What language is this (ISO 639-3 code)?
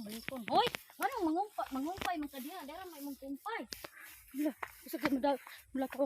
ceb